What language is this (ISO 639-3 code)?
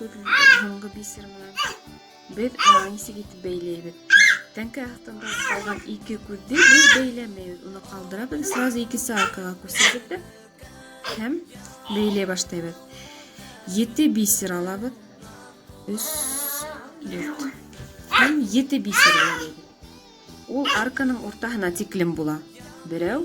bak